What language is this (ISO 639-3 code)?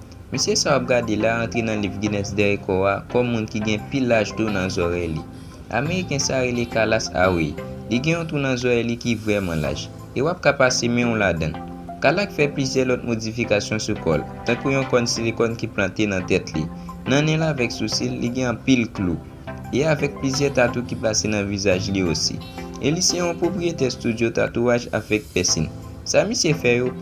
hat